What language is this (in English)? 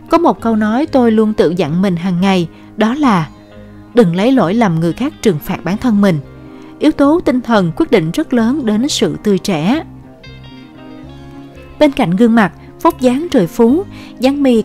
Vietnamese